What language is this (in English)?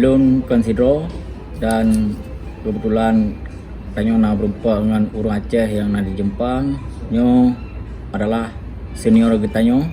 Achinese